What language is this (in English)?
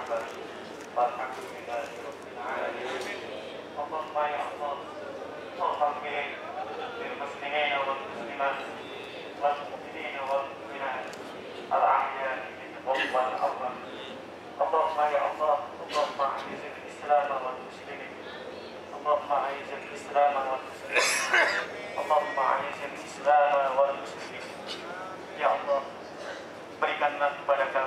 Indonesian